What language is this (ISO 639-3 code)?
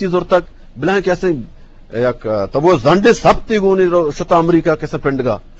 bgp